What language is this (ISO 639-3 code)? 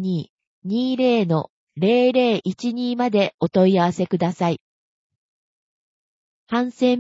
jpn